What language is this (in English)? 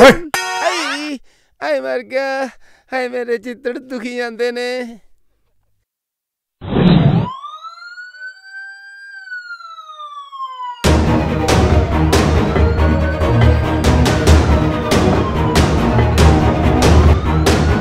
Punjabi